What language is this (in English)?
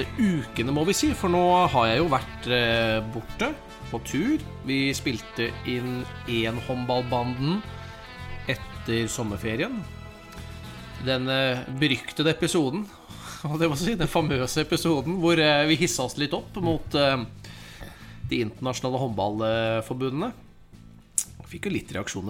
Norwegian